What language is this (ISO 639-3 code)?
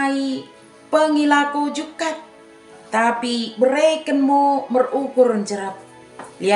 btd